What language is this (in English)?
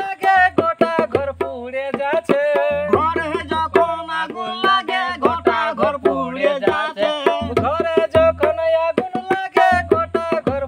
Bangla